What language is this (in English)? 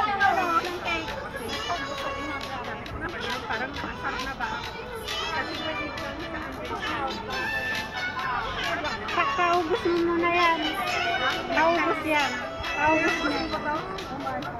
Filipino